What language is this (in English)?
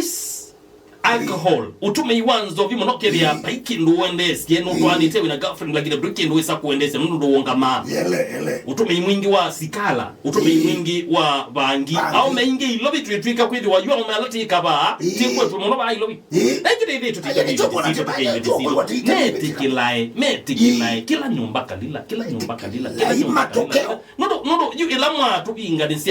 Kamba